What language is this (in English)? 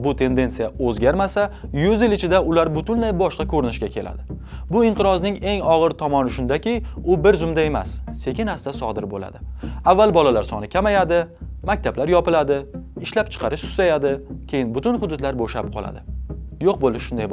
Uzbek